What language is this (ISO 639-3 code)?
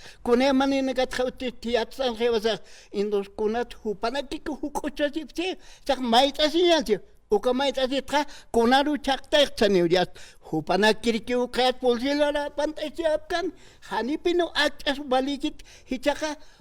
aym